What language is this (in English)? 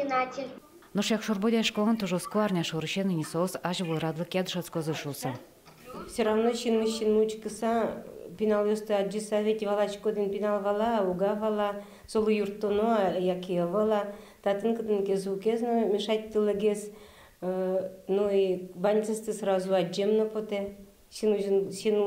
Udmurt